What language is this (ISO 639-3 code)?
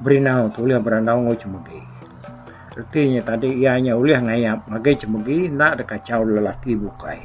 iba